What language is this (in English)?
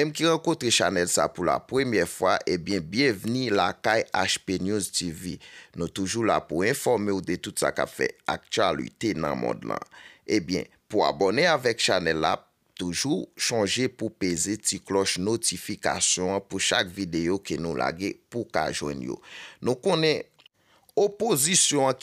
Haitian Creole